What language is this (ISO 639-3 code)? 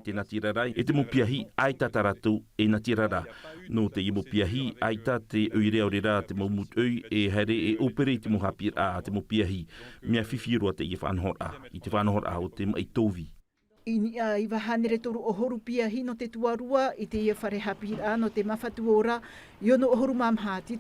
tah